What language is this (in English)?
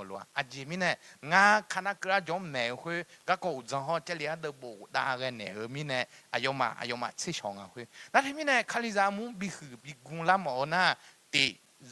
Akha